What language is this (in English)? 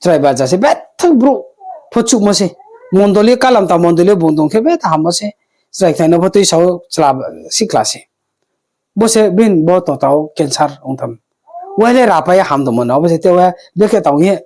Riang (India)